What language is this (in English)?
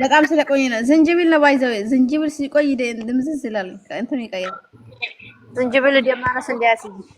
Amharic